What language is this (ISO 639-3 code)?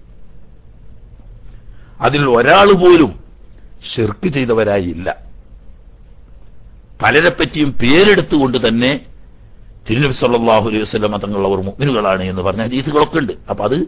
mal